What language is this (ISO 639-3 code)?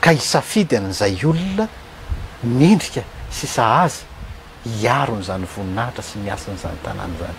mlg